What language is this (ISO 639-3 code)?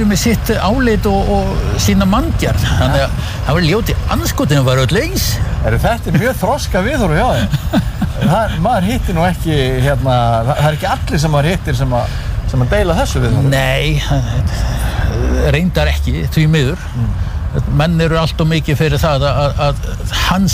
isl